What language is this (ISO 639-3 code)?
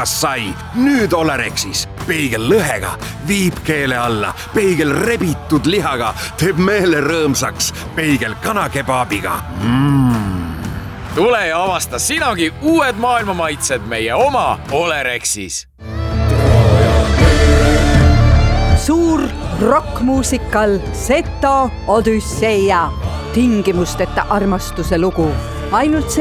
est